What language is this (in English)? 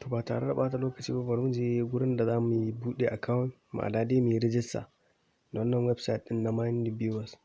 Hausa